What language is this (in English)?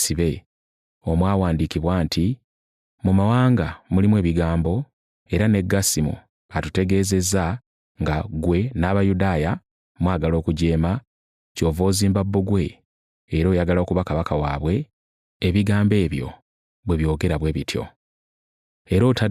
Ganda